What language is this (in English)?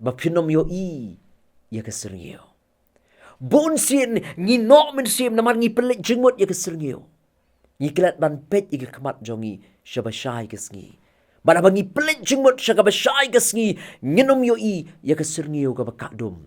Khasi